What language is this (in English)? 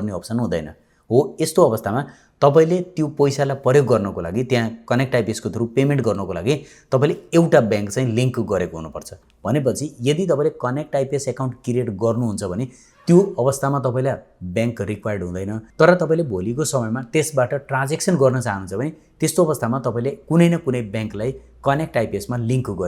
Nepali